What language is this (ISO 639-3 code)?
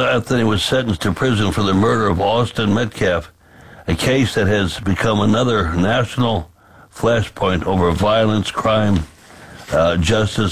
eng